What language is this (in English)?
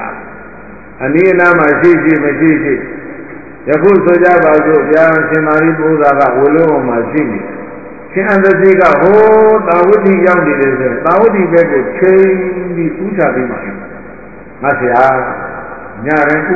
Burmese